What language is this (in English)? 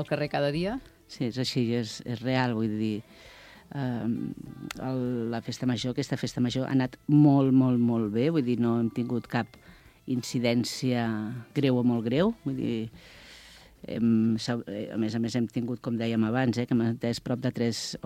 Catalan